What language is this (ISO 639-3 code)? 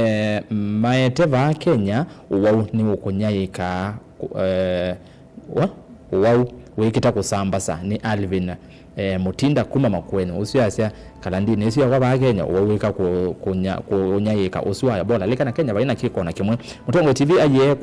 kam